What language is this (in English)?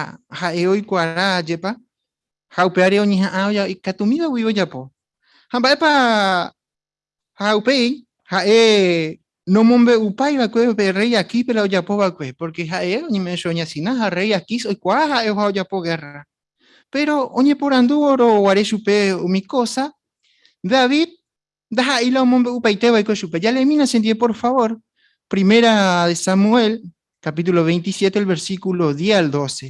Guarani